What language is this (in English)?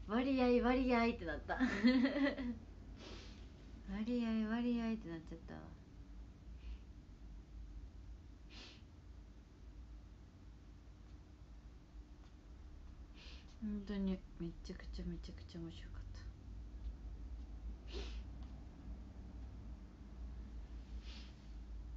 Japanese